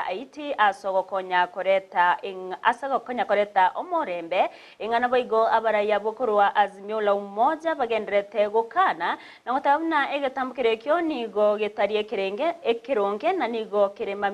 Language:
Gusii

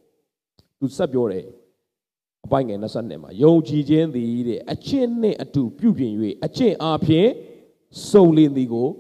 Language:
Burmese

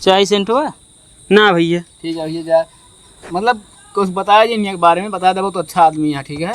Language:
Awadhi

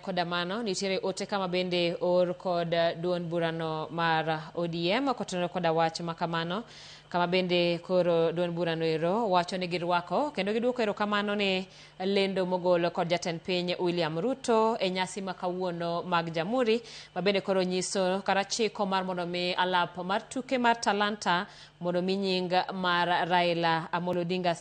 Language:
Luo (Kenya and Tanzania)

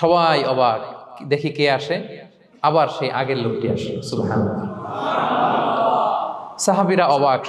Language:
Bangla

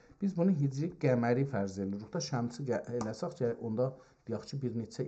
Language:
South Azerbaijani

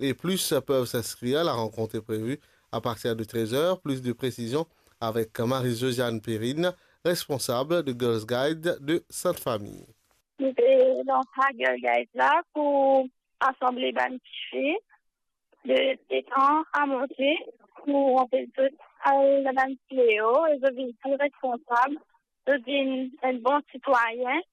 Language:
Morisyen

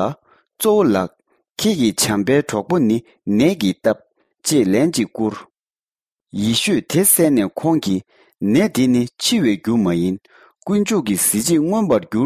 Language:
Tibetan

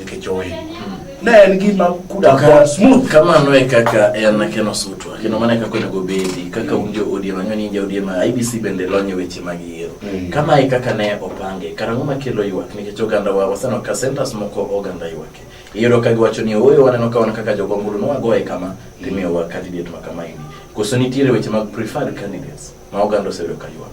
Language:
Luo (Kenya and Tanzania)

